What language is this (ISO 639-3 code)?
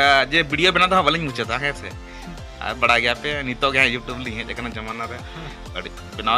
sat